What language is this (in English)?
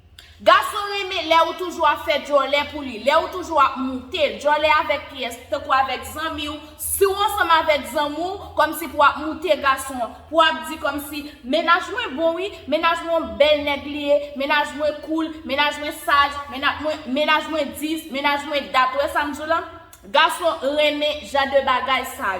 Haitian Creole